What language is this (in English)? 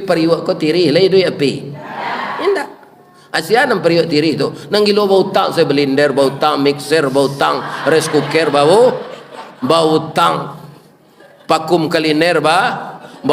Minangkabau